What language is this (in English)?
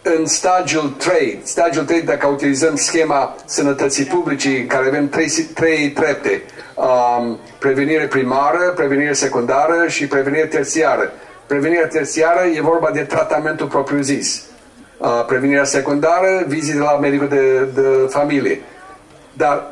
Romanian